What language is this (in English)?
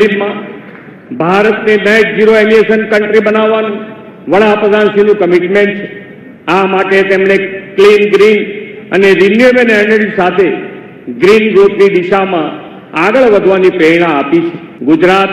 Gujarati